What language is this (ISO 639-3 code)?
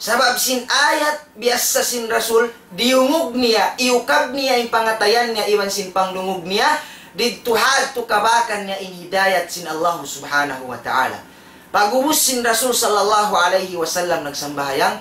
tsg